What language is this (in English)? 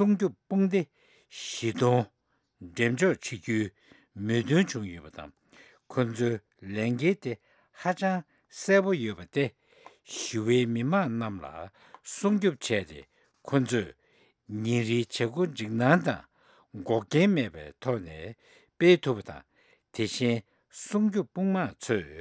Tibetan